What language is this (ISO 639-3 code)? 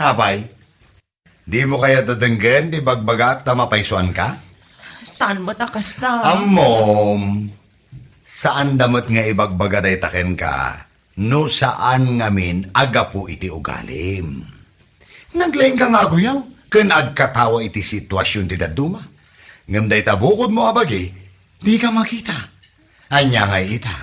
ilo